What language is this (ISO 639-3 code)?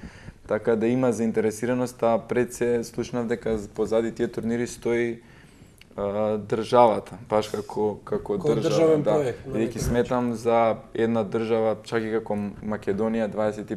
mkd